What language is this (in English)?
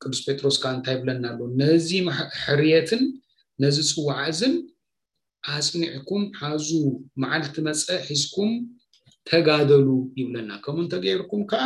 Tigrinya